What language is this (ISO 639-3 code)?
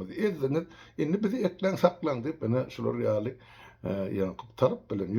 tuk